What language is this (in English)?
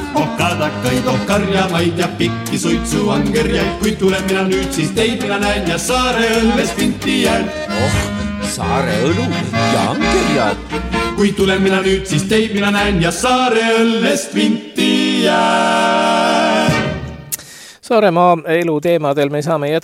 Estonian